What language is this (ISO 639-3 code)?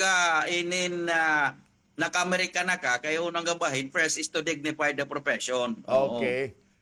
war